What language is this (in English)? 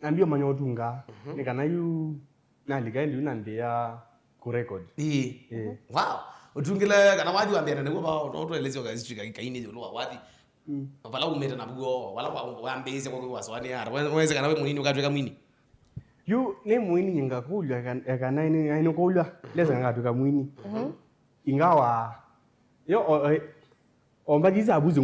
Kamba